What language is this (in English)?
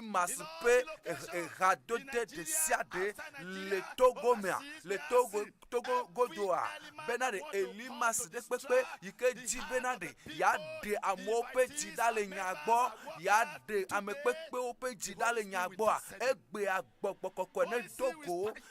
Ewe